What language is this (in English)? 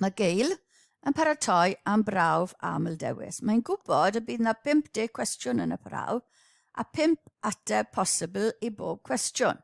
Welsh